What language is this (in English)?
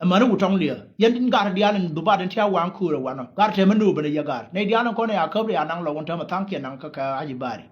Nuer